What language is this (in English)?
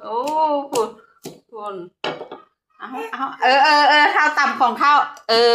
Lao